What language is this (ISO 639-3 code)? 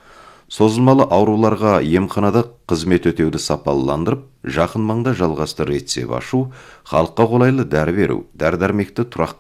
kaz